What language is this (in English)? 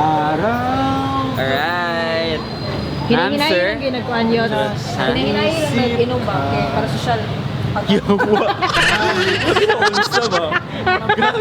Cebuano